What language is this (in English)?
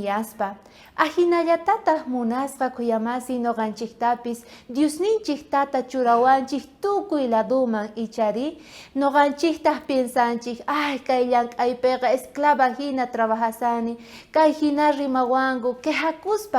South Bolivian Quechua